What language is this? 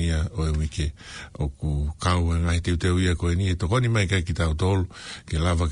Tongan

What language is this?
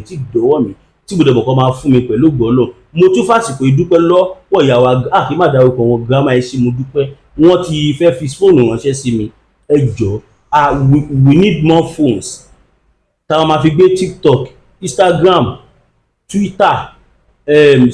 Yoruba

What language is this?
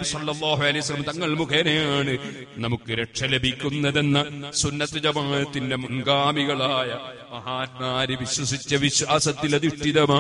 Malayalam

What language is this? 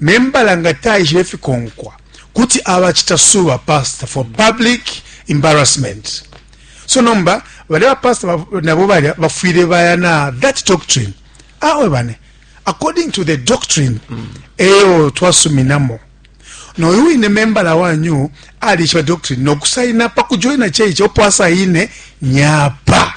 Bemba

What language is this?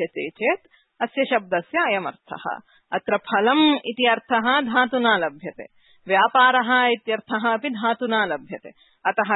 Sanskrit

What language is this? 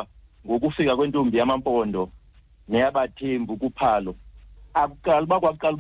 Xhosa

